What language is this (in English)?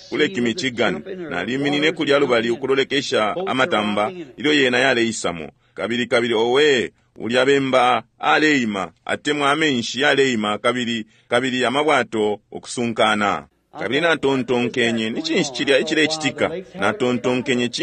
Bemba